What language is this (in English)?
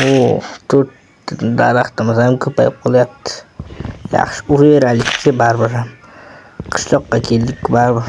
Uzbek